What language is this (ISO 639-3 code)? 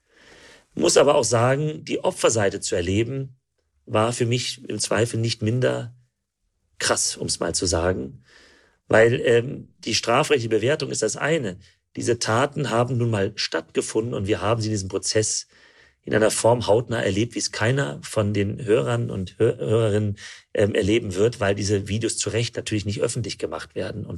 deu